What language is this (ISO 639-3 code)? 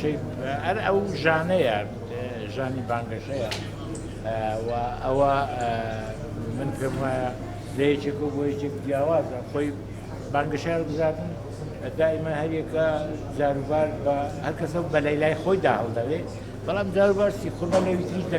ckb